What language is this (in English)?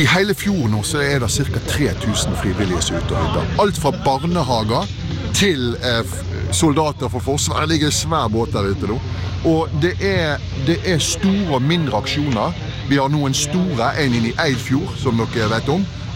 Norwegian